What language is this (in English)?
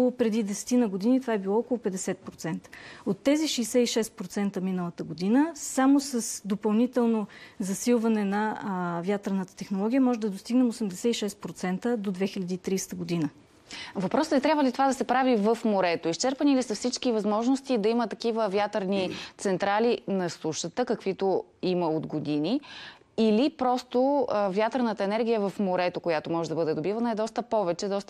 Bulgarian